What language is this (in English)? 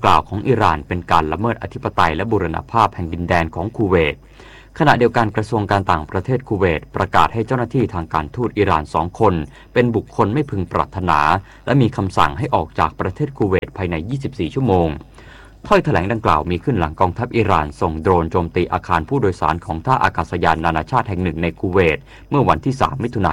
Thai